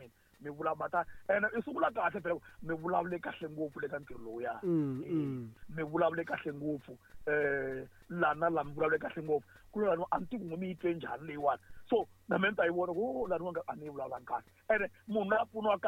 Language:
Tsonga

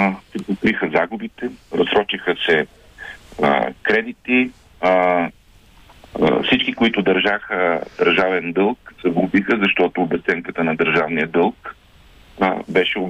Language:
Bulgarian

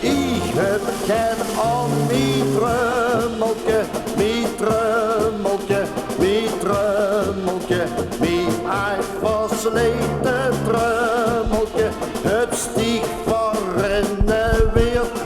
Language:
Limburgish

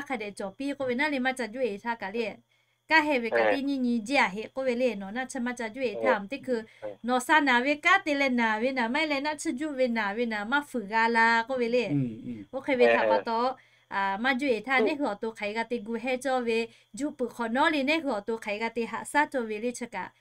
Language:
Lahu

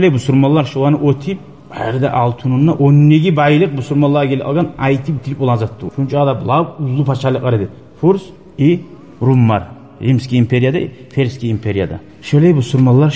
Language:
Kumyk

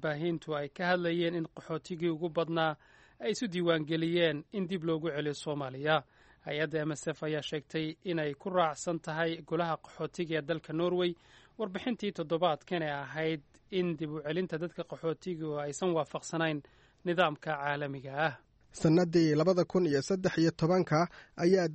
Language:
Somali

